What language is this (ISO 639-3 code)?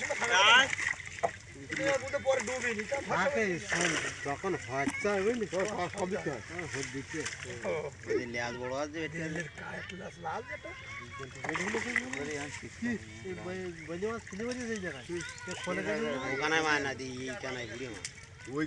ben